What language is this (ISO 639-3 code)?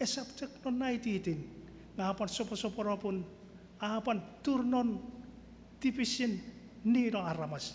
chk